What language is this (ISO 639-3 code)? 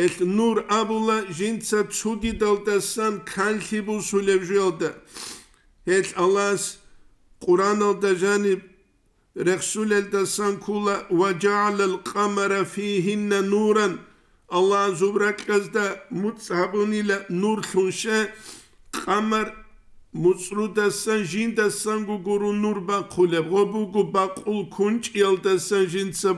ava